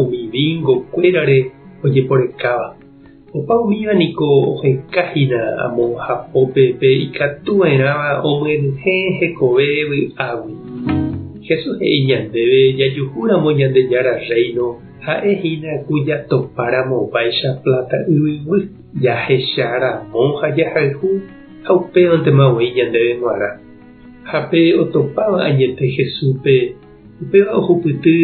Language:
Guarani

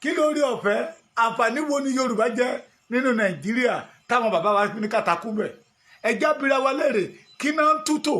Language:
Yoruba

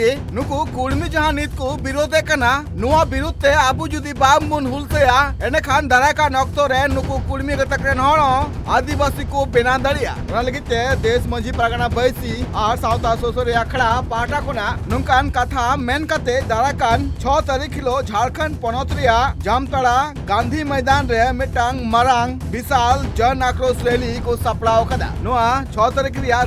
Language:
Santali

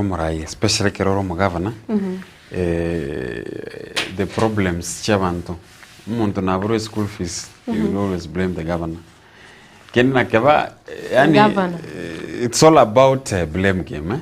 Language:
Gusii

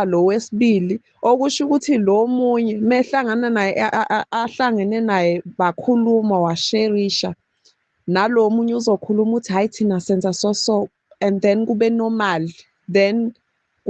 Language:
Zulu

